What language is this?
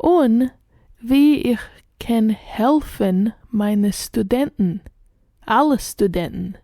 Yiddish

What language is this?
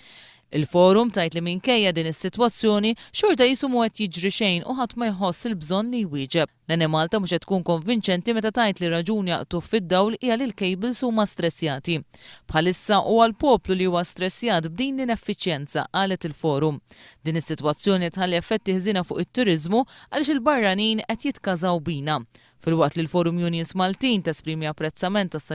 Maltese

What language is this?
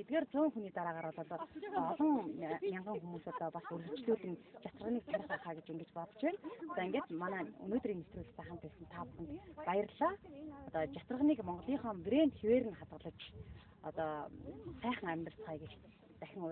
Mongolian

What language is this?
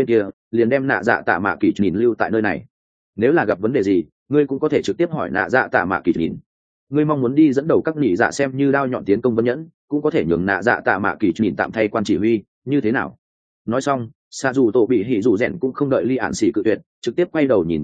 Vietnamese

